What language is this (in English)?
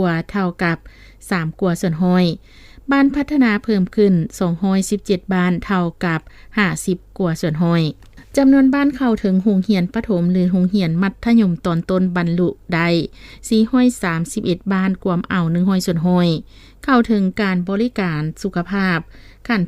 Lao